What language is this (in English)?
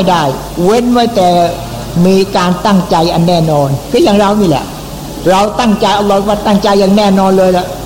Thai